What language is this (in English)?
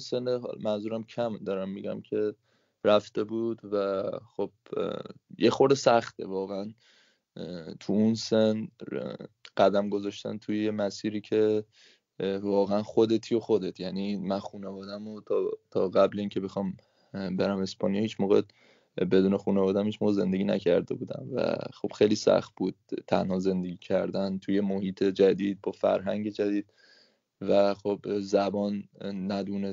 Persian